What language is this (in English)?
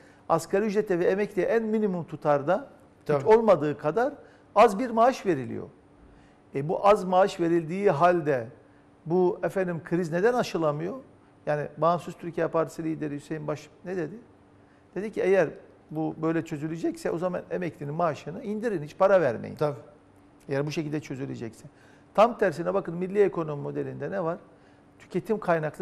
Turkish